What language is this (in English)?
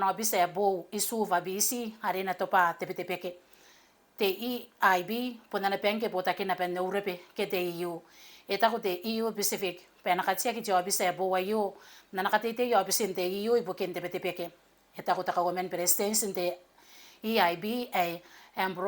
Gilbertese